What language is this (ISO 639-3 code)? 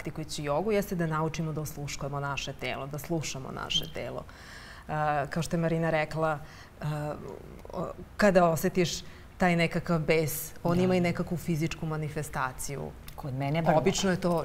srp